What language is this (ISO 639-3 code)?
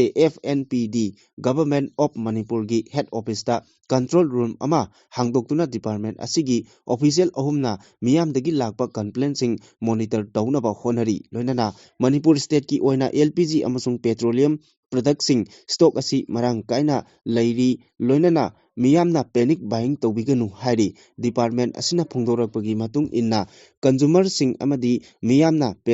mni